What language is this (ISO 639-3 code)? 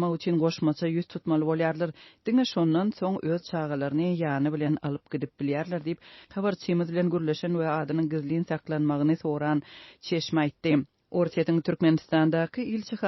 tuk